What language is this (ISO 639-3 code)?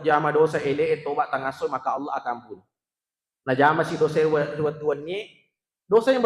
bug